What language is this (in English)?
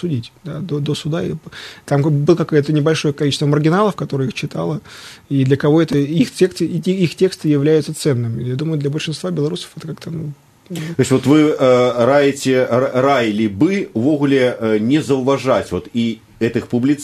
Belarusian